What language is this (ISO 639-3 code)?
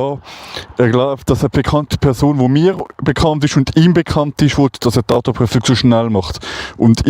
gsw